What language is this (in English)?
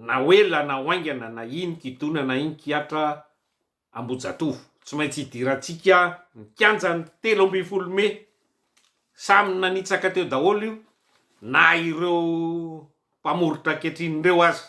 Malagasy